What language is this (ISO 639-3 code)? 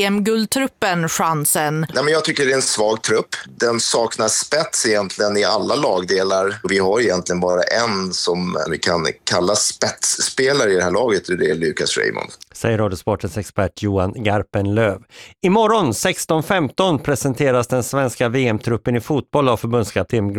swe